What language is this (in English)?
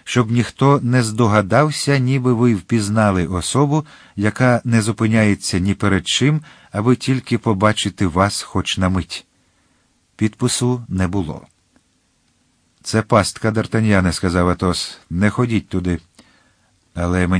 Ukrainian